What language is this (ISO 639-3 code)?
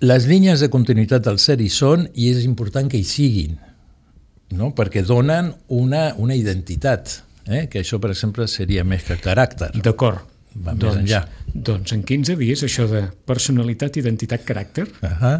cat